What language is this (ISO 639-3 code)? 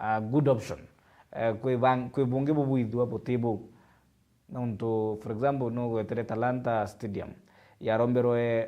mer